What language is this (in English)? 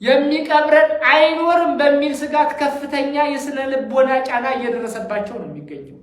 Amharic